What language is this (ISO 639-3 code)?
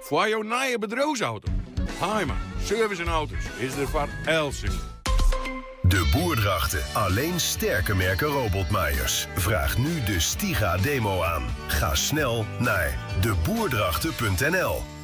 fry